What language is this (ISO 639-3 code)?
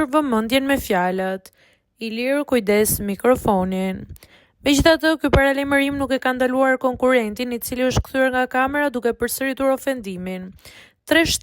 sqi